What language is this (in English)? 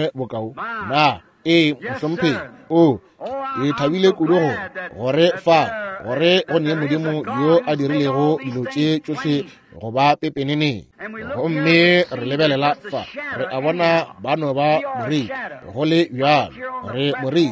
Northern Sotho